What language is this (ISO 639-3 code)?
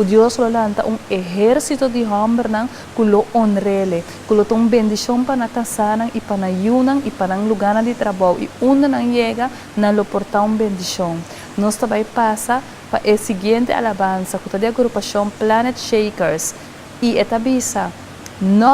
pap